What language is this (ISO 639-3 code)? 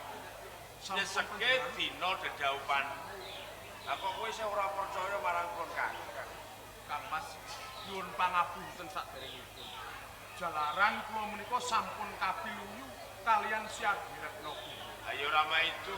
jav